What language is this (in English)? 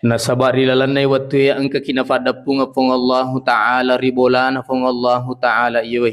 Buginese